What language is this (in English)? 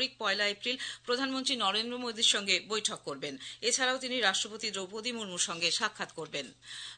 Bangla